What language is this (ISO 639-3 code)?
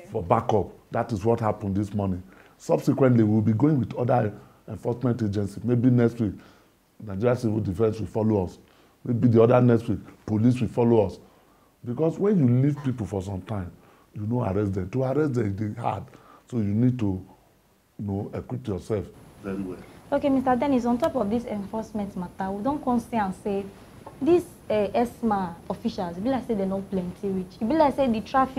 pcm